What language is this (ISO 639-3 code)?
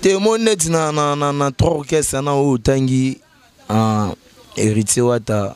lin